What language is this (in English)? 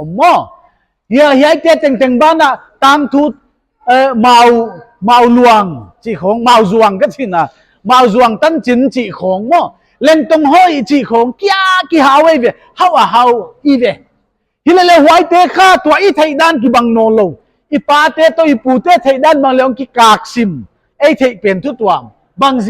Paite Chin